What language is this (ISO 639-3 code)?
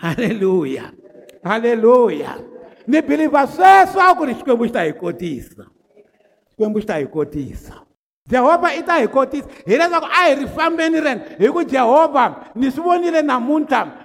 tso